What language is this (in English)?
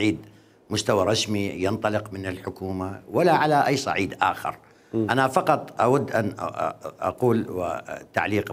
Mesopotamian Arabic